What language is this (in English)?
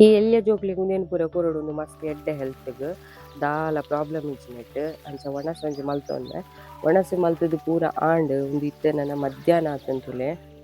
Tulu